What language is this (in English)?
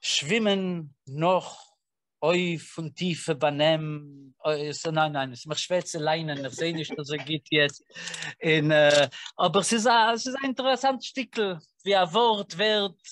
Yiddish